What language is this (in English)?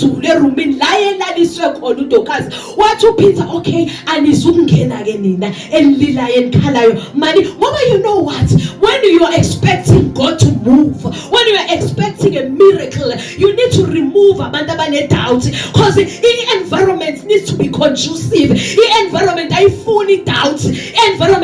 Zulu